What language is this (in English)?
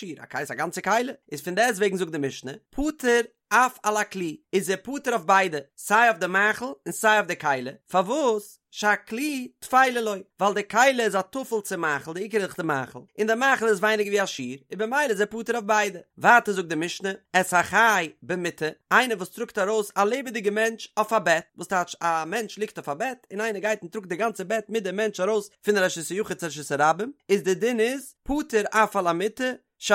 Yiddish